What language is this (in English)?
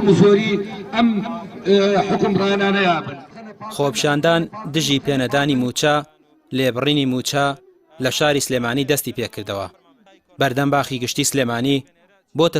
Central Kurdish